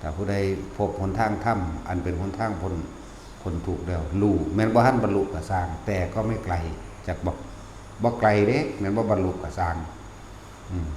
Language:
Northeastern Thai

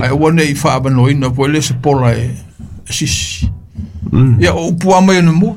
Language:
Samoan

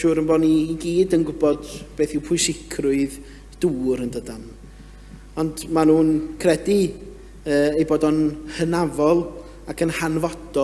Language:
Welsh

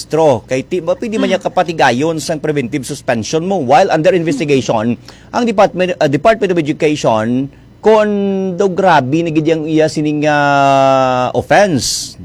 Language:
Hiligaynon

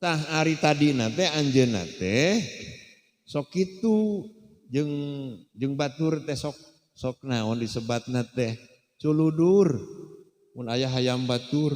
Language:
Sundanese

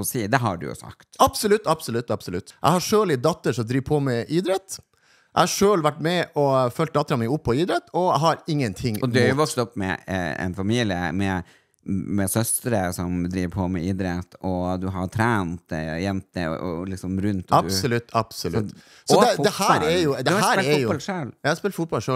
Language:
Norwegian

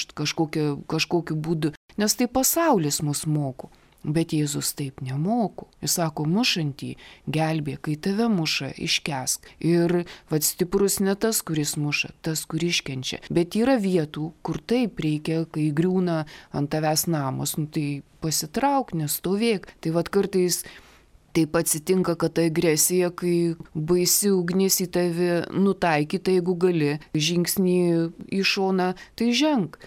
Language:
Lithuanian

